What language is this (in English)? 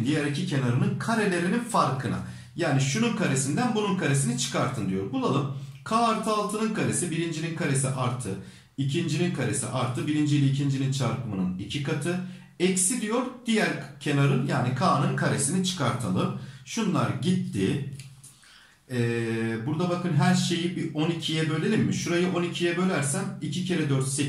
Turkish